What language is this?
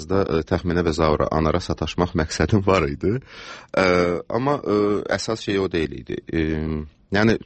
Azerbaijani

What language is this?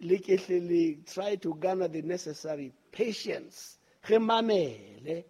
Southern Sotho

